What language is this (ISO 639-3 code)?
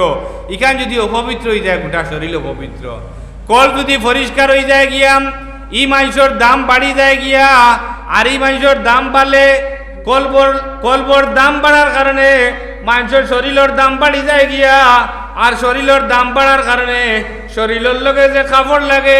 syl